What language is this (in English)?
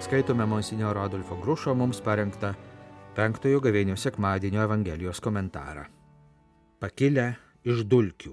Lithuanian